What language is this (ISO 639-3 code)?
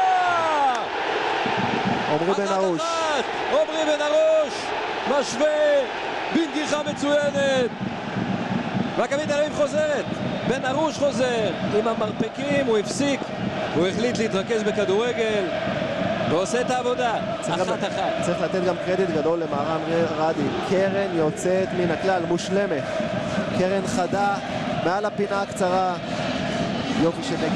heb